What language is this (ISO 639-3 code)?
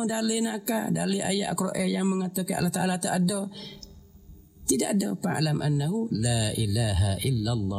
msa